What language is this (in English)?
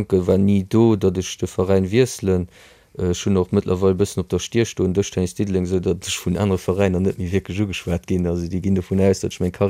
Luxembourgish